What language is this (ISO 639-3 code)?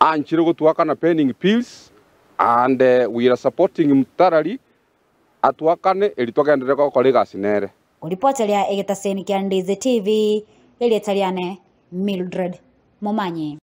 guz